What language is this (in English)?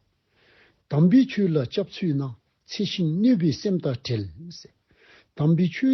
Dzongkha